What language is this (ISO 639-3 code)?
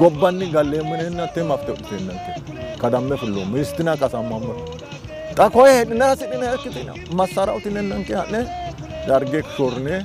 sid